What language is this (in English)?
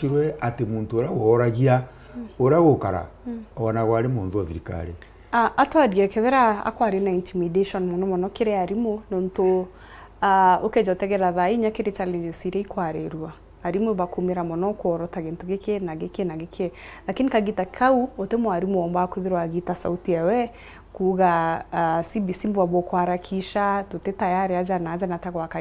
Meru